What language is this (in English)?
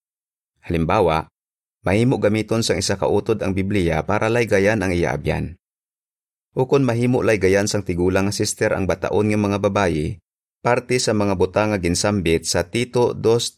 Hiligaynon